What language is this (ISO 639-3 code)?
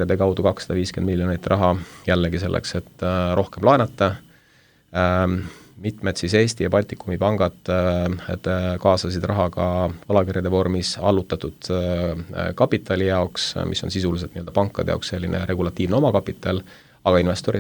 est